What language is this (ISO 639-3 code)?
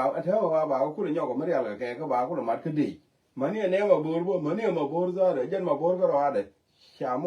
nus